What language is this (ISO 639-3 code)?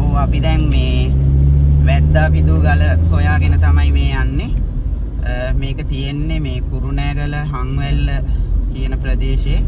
sin